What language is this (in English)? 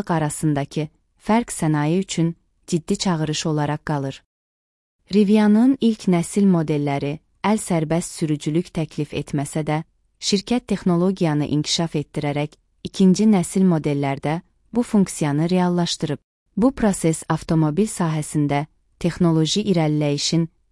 Azerbaijani